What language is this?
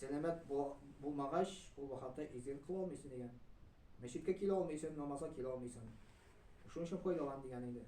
Tatar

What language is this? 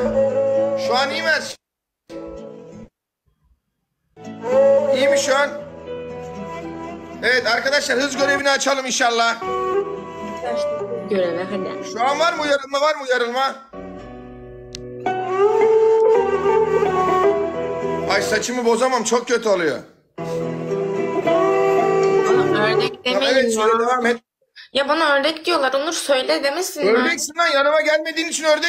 Turkish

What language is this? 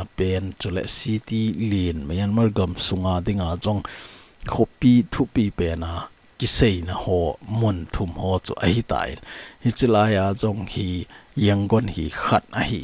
Thado Chin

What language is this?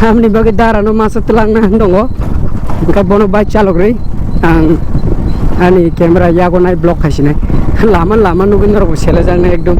Kok Borok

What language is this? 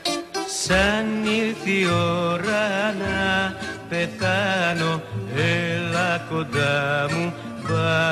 Greek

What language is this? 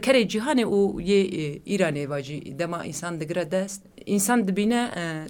Kurdish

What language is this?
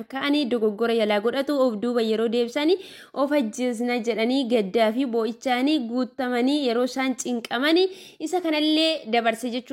Oromo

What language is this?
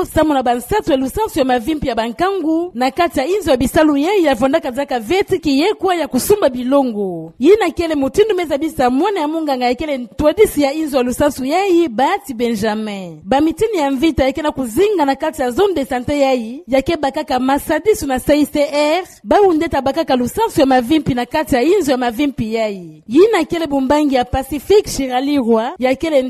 Kituba (Democratic Republic of Congo)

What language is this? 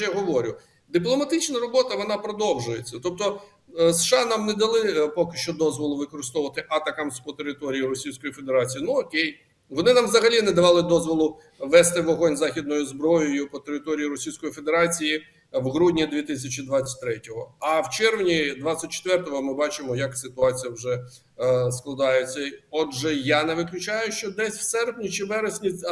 Ukrainian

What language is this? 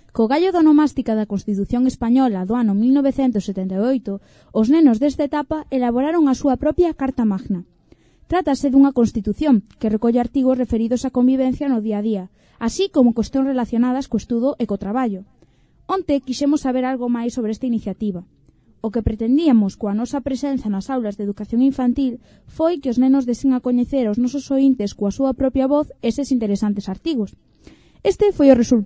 Galician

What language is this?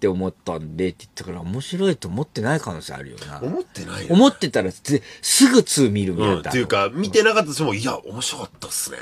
Japanese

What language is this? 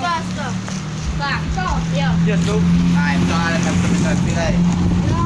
Minangkabau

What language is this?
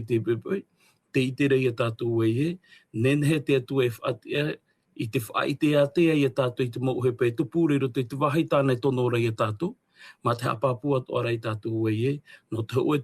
Tahitian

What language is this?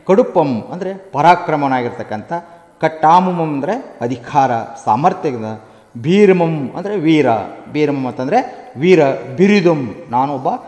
Kannada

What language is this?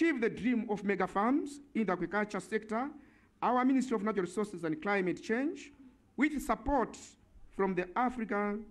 Nyanja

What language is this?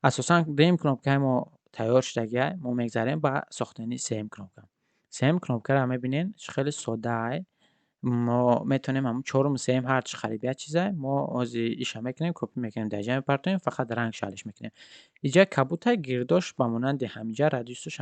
Tajik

